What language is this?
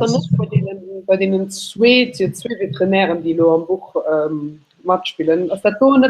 Luxembourgish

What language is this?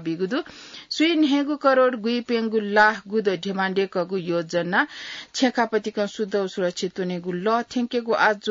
Newari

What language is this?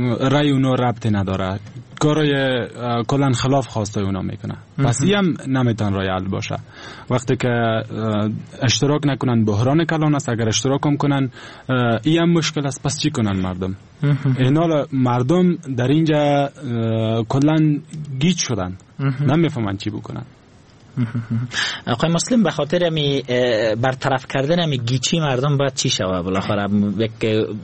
Persian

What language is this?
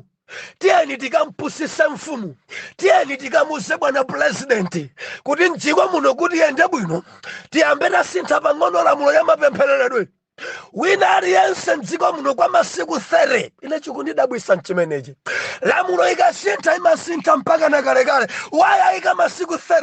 Nyanja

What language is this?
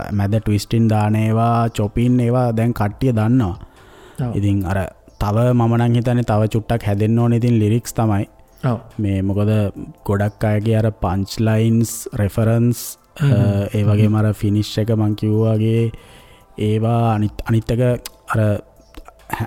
Sinhala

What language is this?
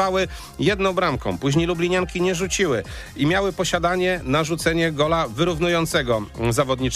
Polish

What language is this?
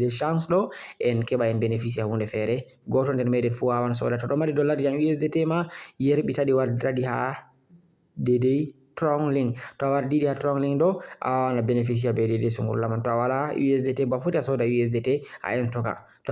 Fula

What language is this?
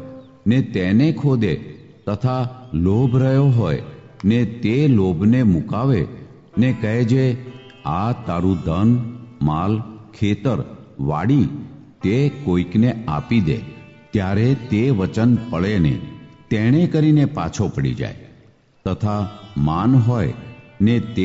Gujarati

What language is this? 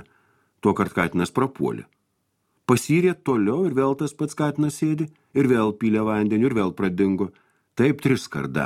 Lithuanian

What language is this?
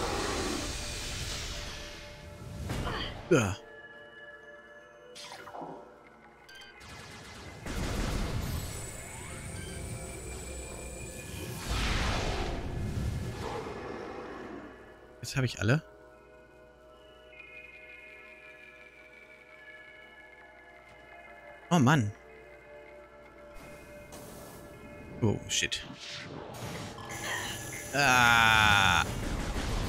German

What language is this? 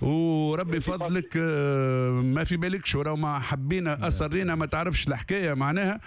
Tunisian Arabic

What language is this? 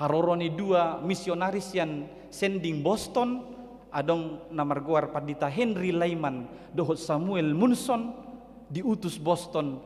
Batak Toba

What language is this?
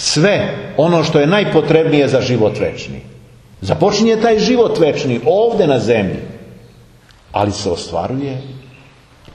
Serbian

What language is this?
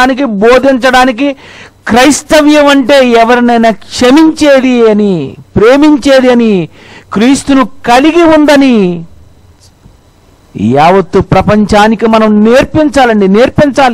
Telugu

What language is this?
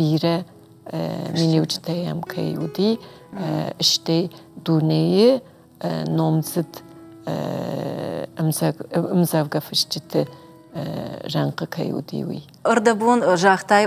Ossetic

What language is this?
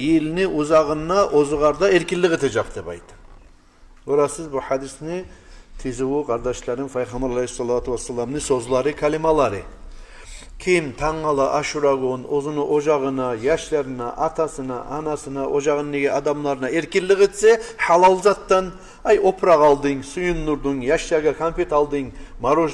Kumyk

